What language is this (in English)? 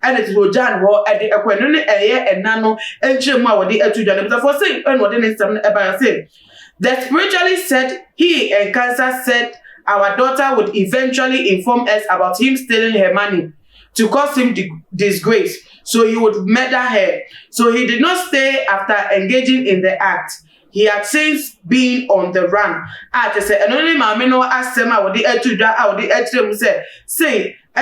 Akan